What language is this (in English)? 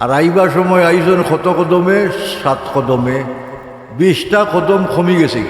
Sylheti